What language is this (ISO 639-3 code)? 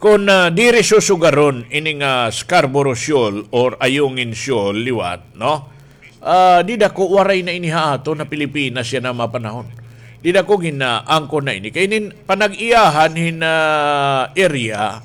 war